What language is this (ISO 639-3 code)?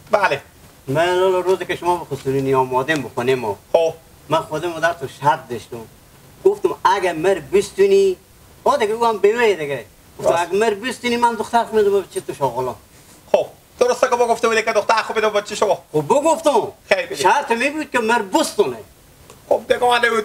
haz